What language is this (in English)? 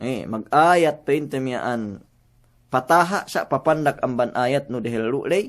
Yakan